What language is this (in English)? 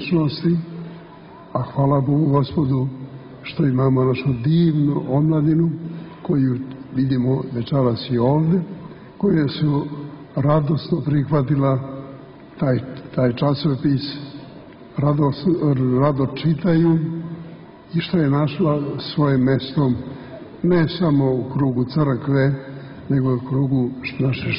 Serbian